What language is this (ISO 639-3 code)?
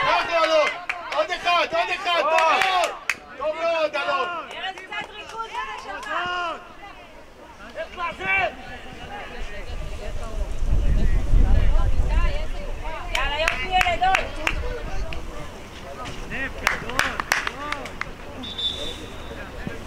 heb